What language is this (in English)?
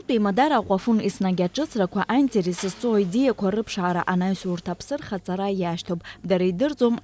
Abkhazian